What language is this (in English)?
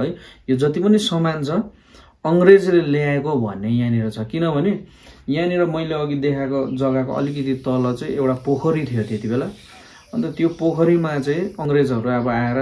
Nepali